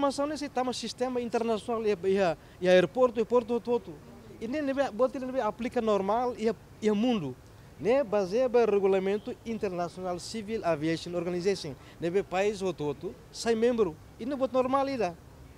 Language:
Tetum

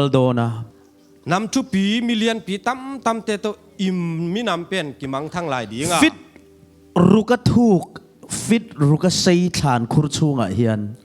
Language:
Tedim Chin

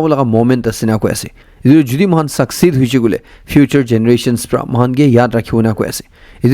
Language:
Naga Pidgin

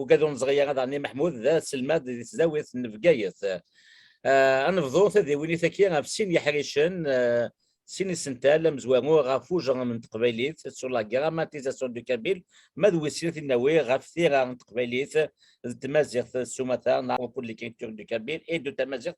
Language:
Kabyle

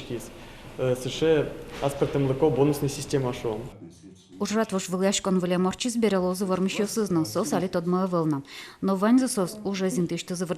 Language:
Udmurt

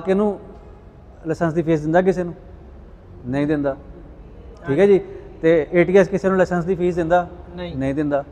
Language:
Punjabi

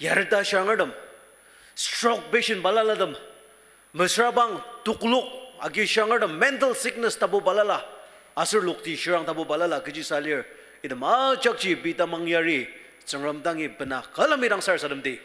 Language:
Ao Naga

